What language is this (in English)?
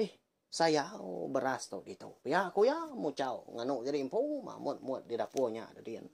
Iban